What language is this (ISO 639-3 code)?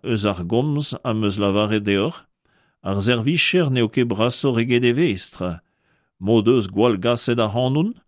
bre